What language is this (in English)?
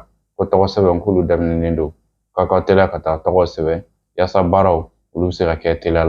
Bambara